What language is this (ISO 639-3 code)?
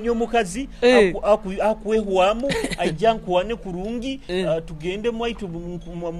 nyo